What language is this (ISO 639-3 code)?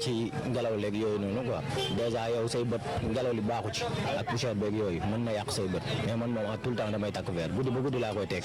wol